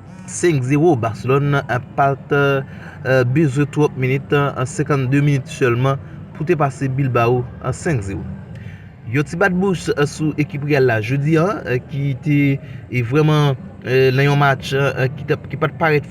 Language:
Haitian Creole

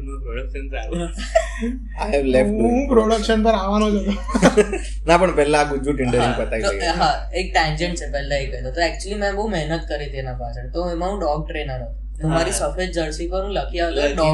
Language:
Gujarati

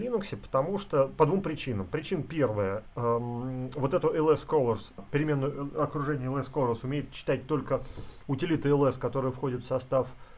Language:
Russian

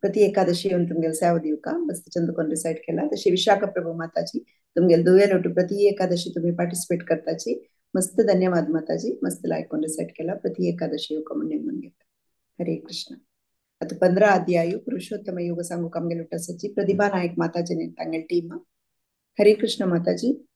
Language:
Konkani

